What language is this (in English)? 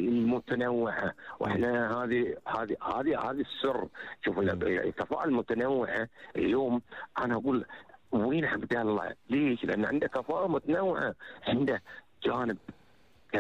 Gulf Arabic